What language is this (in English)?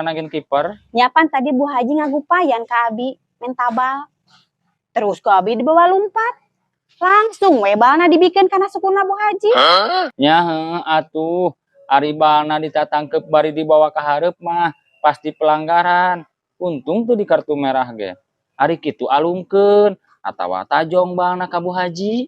Sundanese